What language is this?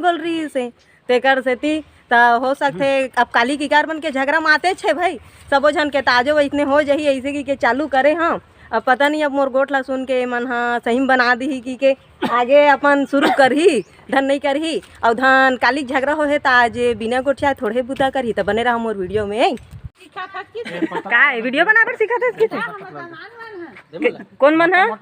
Chhattisgarhi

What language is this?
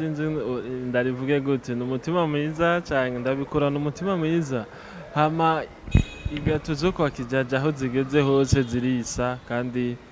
Rundi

